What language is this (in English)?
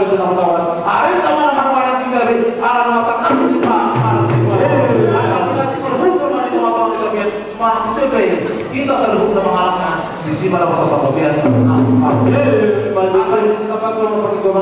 Batak Toba